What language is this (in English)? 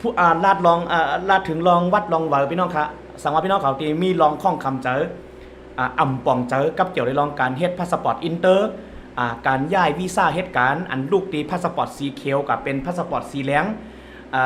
Shan